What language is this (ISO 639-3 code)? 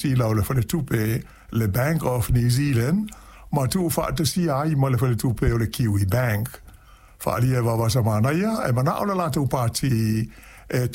smo